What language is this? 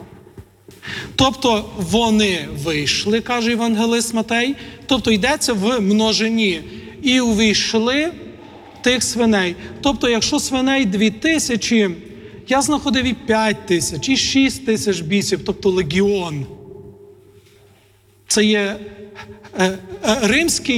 Ukrainian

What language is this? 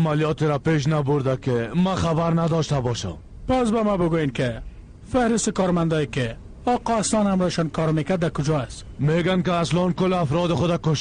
Persian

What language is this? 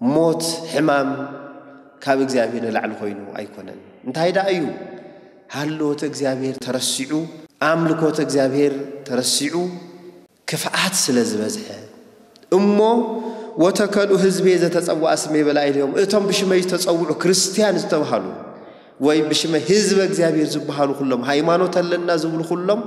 Tigrinya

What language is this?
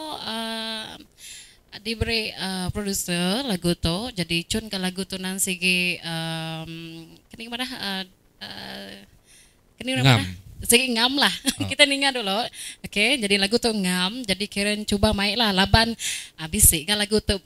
Iban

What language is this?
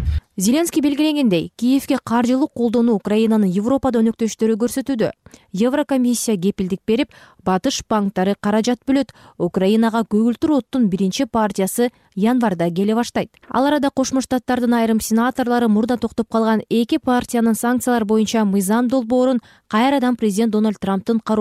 Kyrgyz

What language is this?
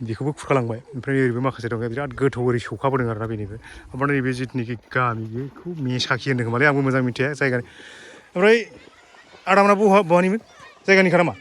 Bodo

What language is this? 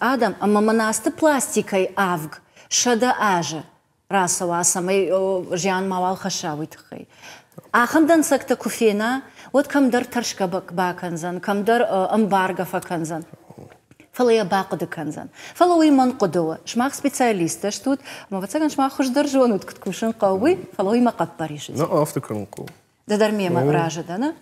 Ossetic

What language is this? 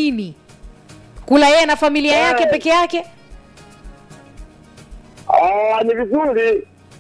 Swahili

